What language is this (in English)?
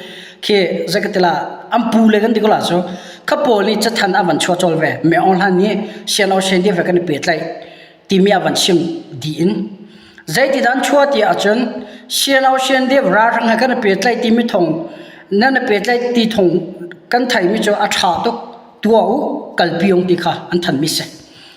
Hakha Chin